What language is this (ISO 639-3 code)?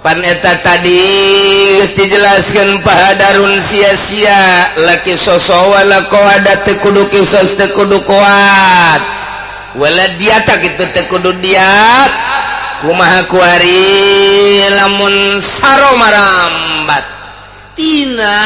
sun